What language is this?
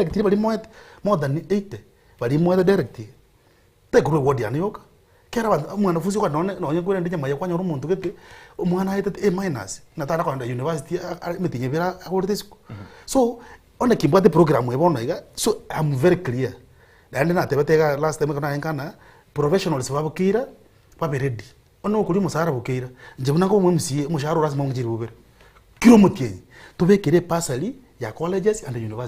Gusii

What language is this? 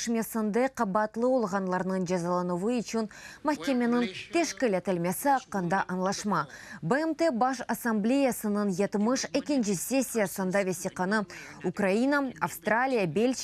Crimean Tatar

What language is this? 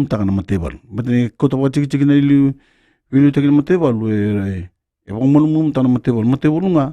Fijian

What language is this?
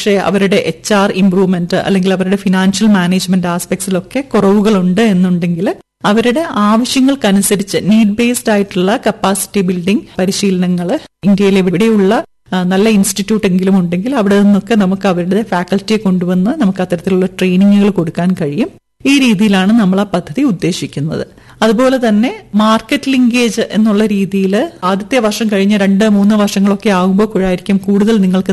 Malayalam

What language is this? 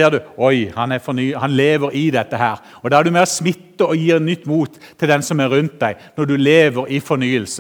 Norwegian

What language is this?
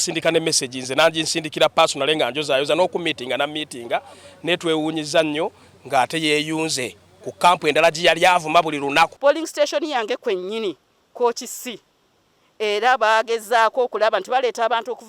Ganda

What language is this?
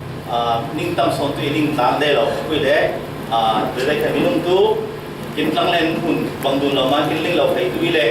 Falam Chin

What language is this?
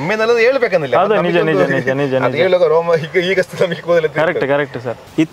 Kannada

